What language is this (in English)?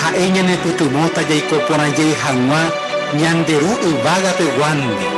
Guarani